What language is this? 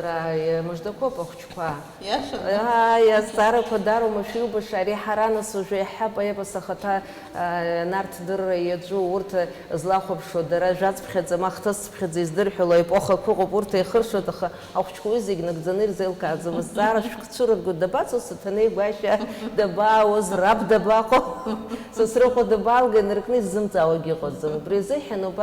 Abkhazian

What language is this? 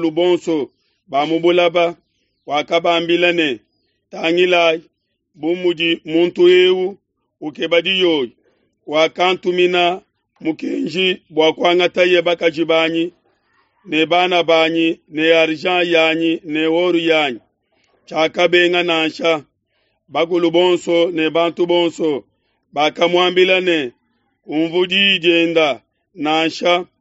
Luba-Lulua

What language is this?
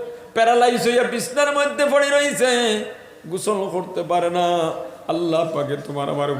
Sylheti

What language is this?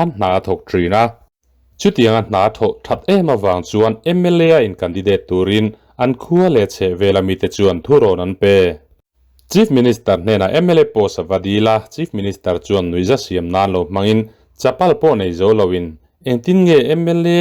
Mizo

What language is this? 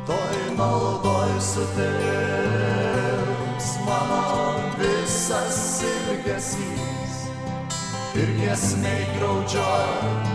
Lithuanian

